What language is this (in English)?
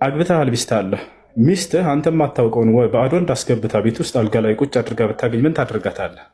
Amharic